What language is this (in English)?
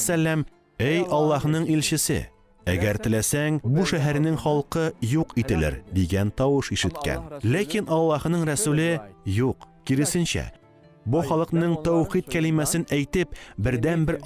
Tatar